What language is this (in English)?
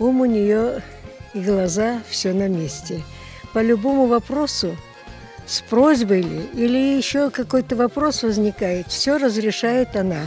Crimean Tatar